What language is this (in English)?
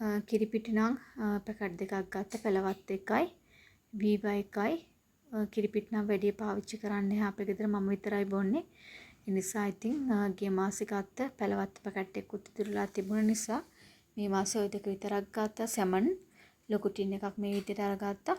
Sinhala